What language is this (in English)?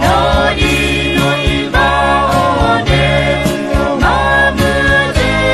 Akha